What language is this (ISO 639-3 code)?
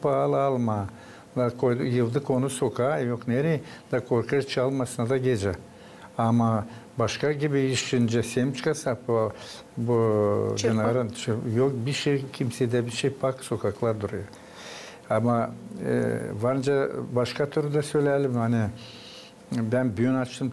gag